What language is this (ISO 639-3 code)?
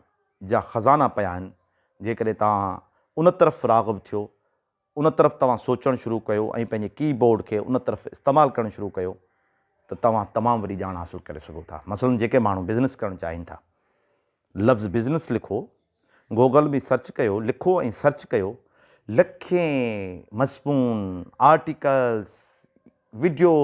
snd